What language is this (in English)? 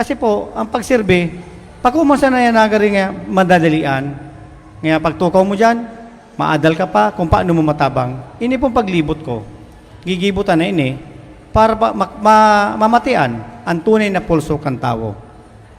Bikol